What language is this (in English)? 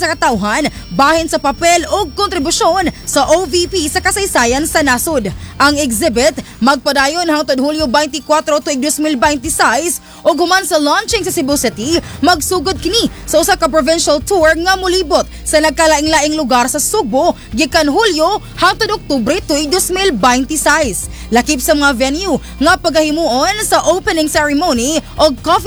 Cebuano